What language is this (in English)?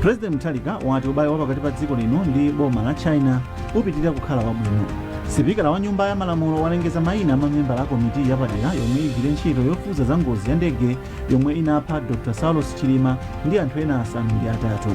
Nyanja